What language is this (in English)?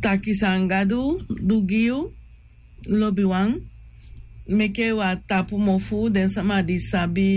Sranan Tongo